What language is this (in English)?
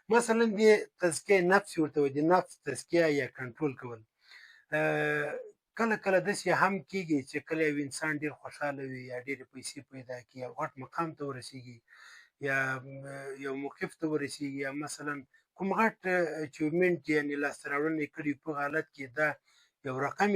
Pashto